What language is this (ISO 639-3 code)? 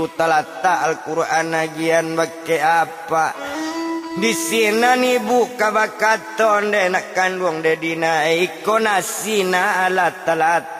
min